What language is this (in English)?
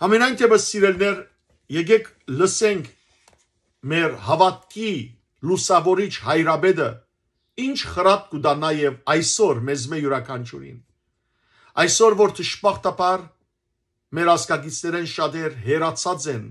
Western Armenian